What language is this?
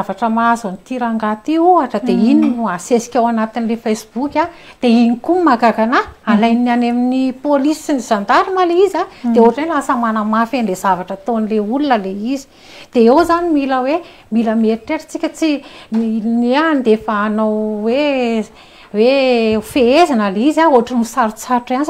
Malagasy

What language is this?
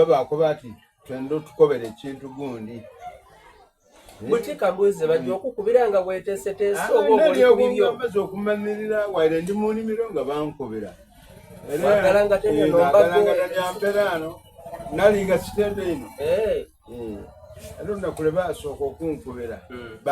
Soga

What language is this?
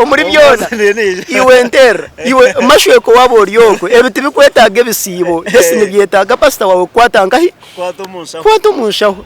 Nyankole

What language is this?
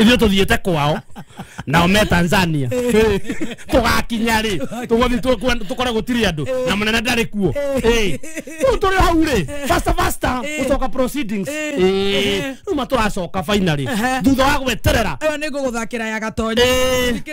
Kikuyu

